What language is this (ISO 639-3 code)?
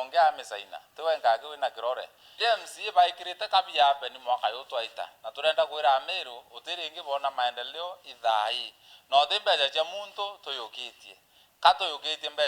mer